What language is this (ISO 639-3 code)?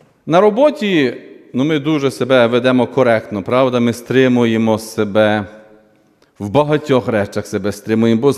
ukr